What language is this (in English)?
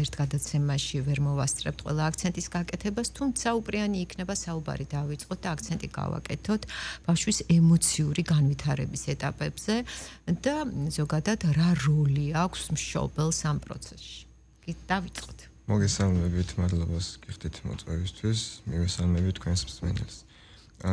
Georgian